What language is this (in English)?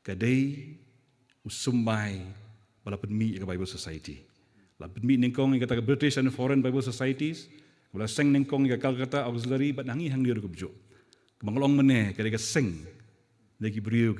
Khasi